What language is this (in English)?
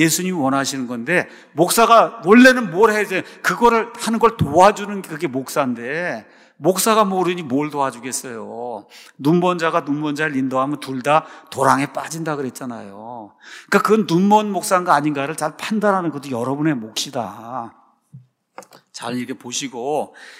Korean